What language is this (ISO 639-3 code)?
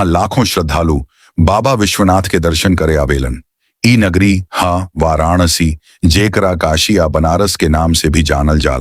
bho